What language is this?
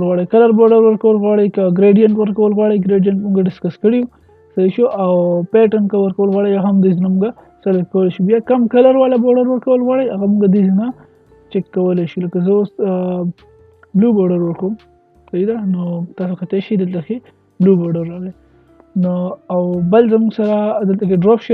Pashto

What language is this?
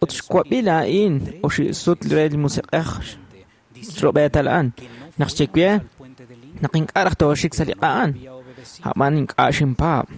Kekchí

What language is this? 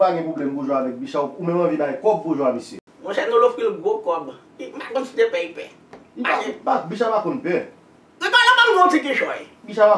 Haitian Creole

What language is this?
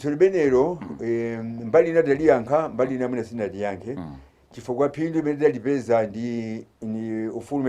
Nyanja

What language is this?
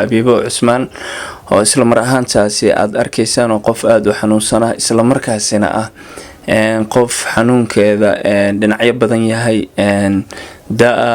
Somali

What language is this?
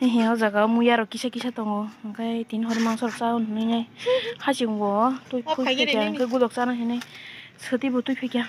Kok Borok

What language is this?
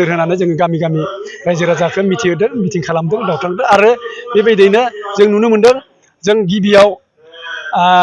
Bodo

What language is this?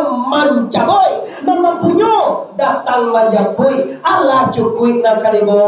Minangkabau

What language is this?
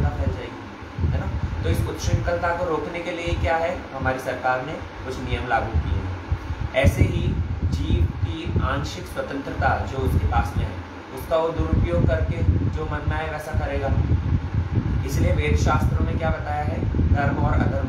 Hindi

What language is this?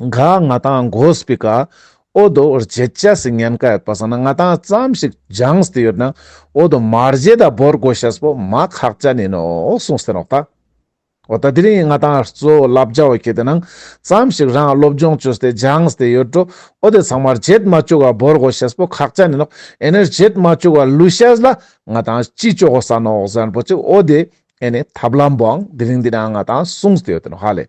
Ladakhi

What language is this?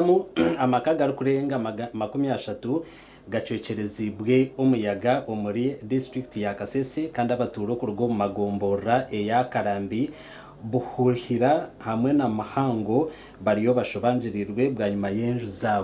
Nyankole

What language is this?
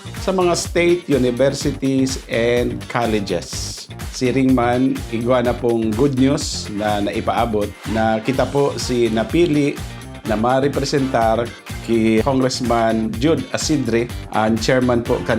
Bikol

